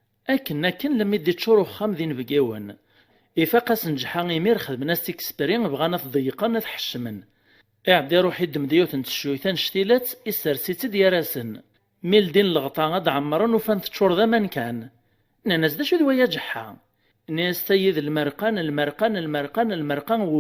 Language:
Kabyle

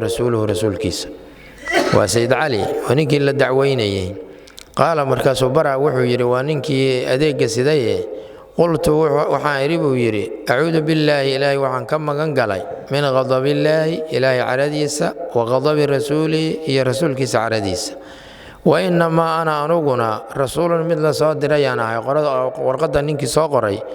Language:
Somali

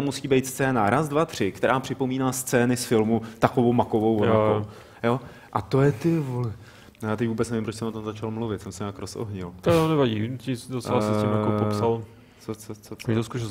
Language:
Czech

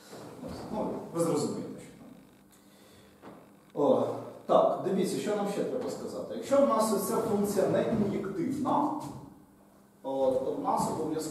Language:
Ukrainian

